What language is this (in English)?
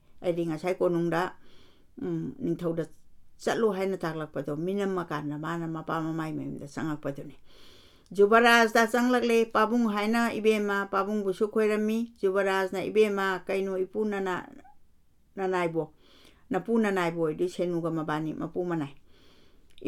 Manipuri